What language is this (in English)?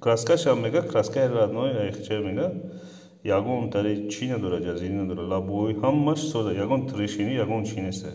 Tajik